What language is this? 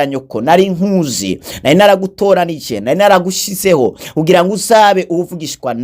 Rundi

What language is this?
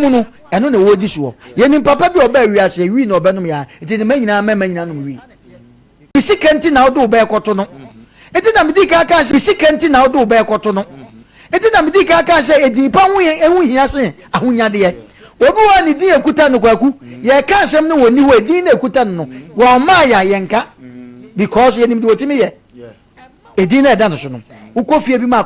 Akan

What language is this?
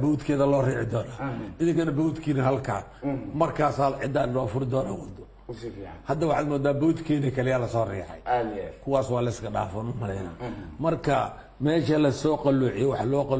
Somali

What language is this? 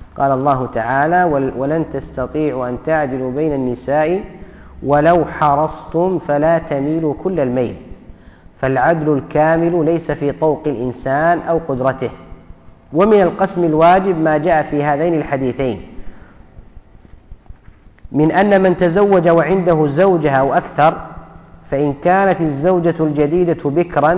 Arabic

